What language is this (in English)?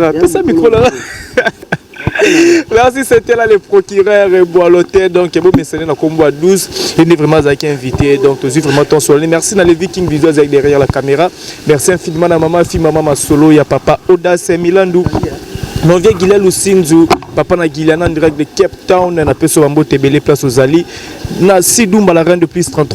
Lingala